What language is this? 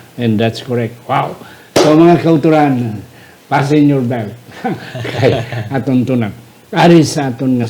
Hiligaynon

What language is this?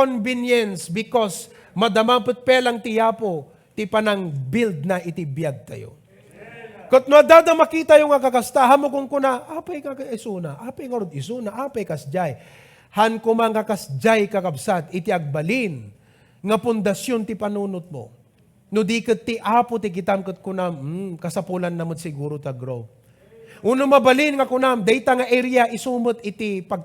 Iloko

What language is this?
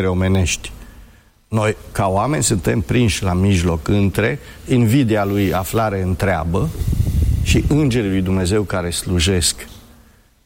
Romanian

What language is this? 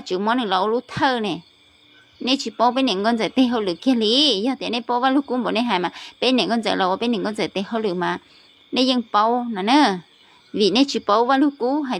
Hmong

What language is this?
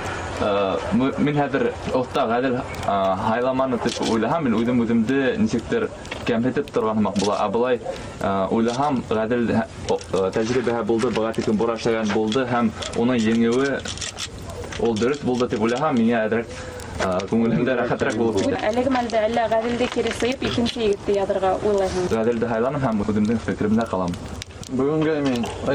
Bashkir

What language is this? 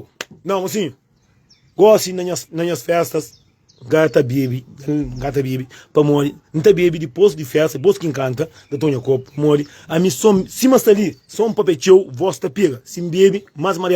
Kabuverdianu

